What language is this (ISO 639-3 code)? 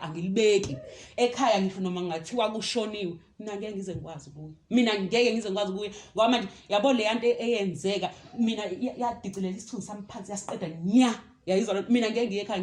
zul